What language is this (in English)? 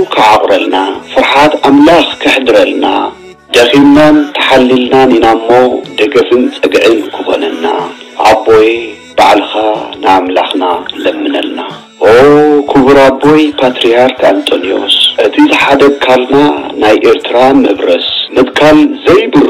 Tigrinya